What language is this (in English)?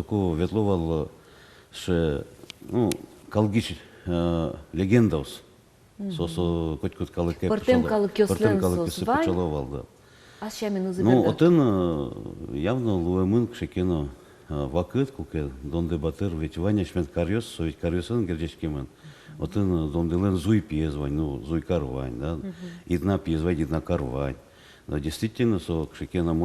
Udmurt